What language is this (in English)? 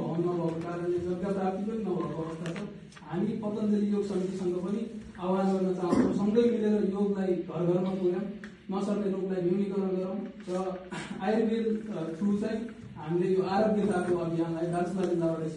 Nepali